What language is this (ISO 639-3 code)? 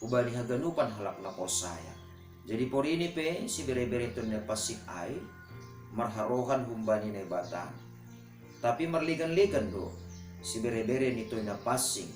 bts